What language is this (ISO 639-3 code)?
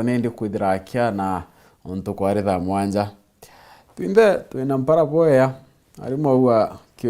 mer